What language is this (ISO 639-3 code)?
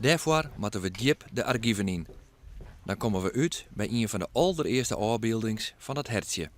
fry